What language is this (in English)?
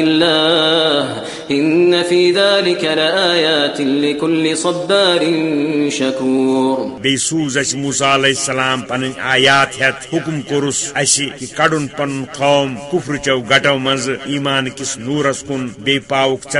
Kashmiri